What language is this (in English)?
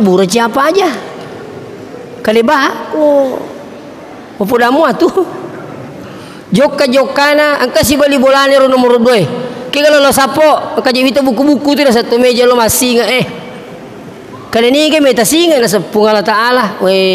Buginese